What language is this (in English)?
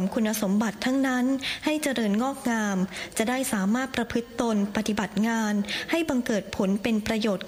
Thai